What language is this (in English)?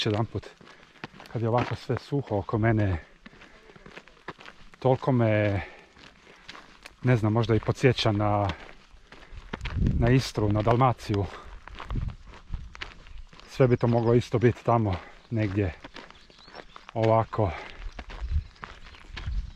Croatian